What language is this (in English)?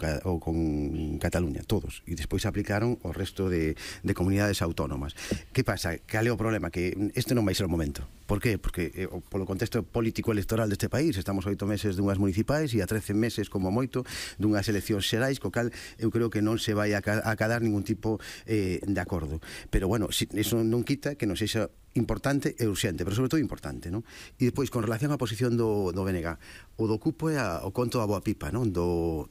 Galician